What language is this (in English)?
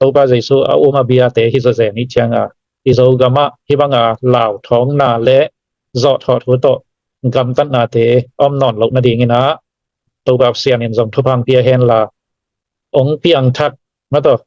Tedim Chin